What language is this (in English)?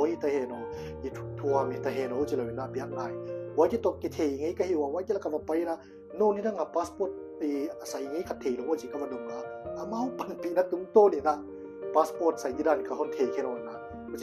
Paite Chin